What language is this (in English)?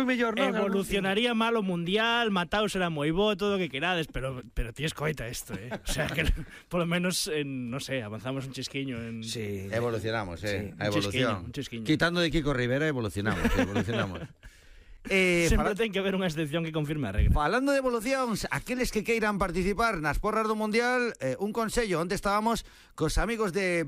Galician